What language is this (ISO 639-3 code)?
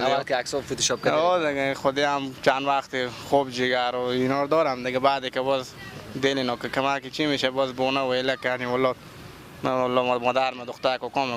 fas